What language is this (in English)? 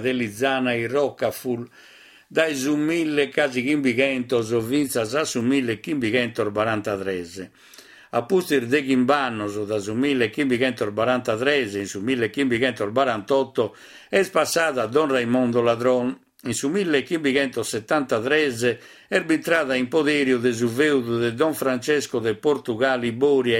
Sardinian